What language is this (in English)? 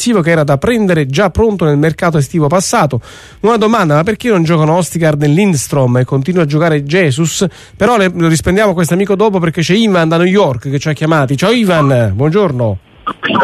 Italian